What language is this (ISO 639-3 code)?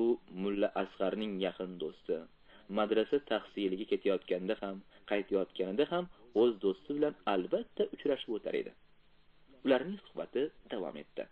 uzb